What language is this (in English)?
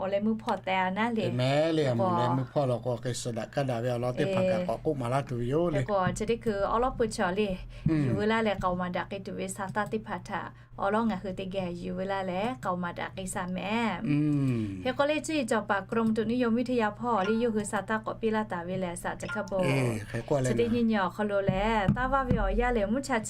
Lahu